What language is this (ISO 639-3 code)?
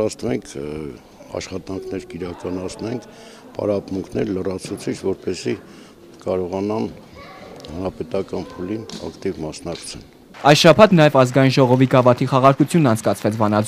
hye